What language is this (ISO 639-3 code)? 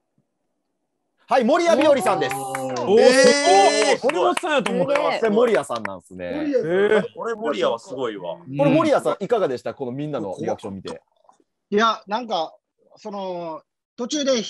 jpn